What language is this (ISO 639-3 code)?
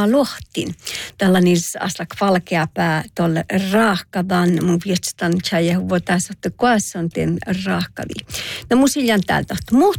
sme